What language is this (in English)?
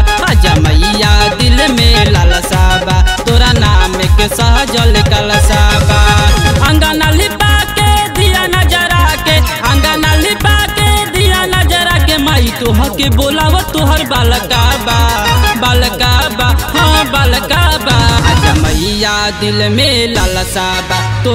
Bhojpuri